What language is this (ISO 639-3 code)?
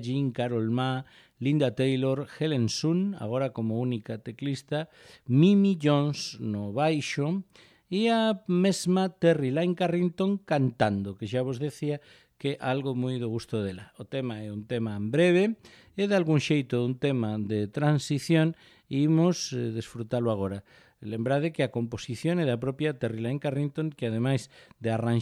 glg